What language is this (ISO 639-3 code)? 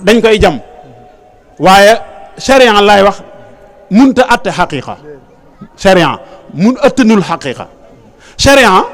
wol